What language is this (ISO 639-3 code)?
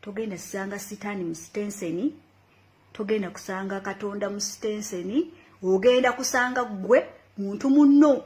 lug